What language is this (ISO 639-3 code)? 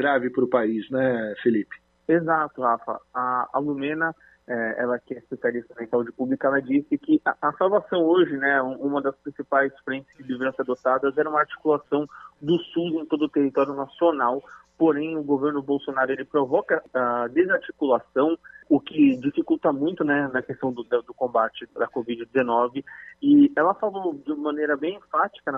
por